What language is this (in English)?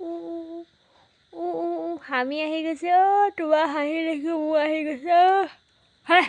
Assamese